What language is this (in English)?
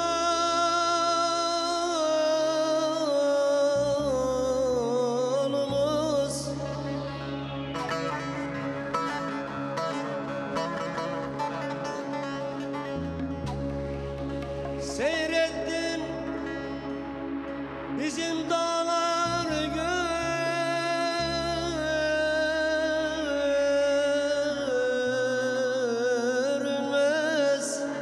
Turkish